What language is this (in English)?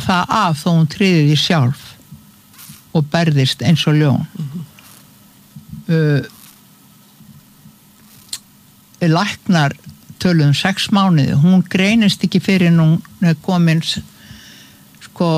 Icelandic